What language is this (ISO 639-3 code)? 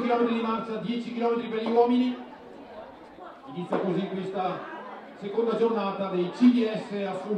ita